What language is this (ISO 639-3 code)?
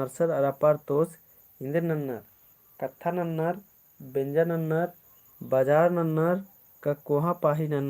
kru